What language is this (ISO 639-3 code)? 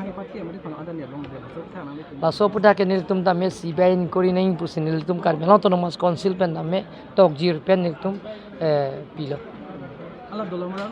mjw